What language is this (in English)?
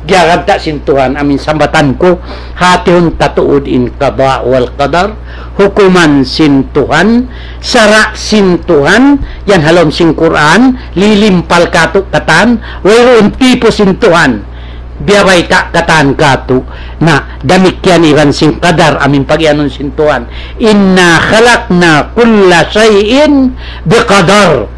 Tausug